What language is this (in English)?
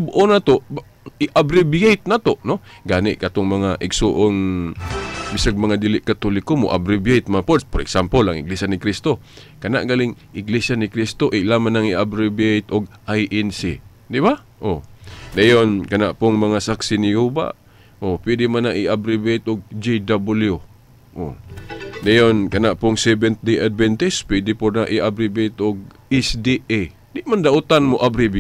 Cebuano